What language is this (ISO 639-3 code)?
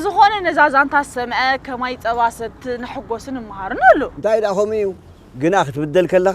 tir